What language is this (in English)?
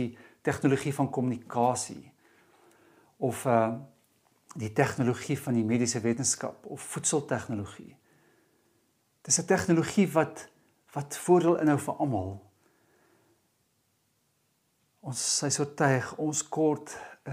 Afrikaans